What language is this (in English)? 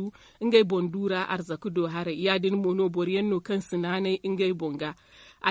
Zarma